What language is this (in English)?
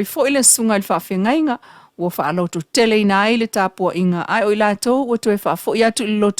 Samoan